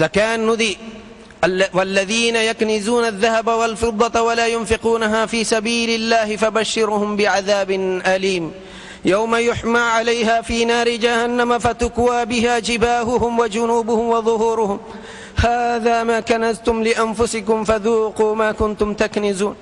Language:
Divehi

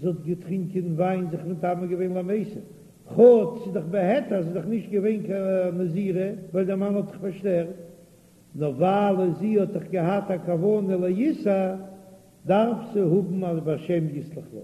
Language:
Yiddish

